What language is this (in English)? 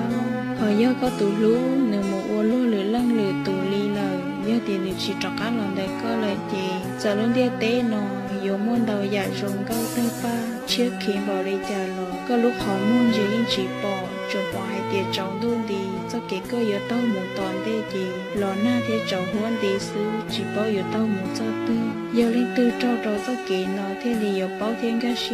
Hmong